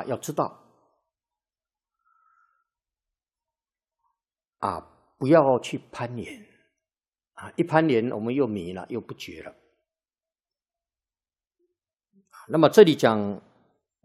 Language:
Chinese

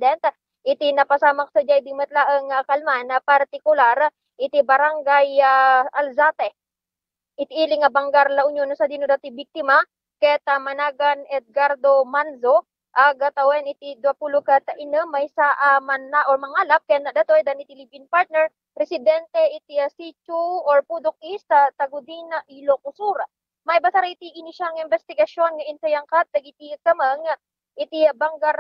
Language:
Iloko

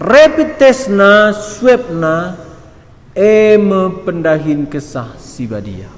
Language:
Batak Karo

